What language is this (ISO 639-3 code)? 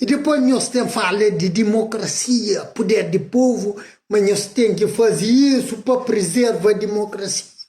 kea